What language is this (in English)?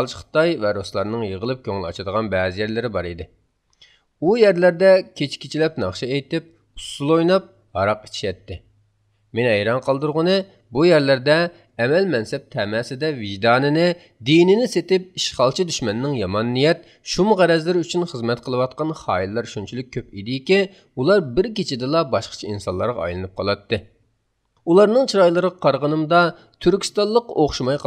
Uyghur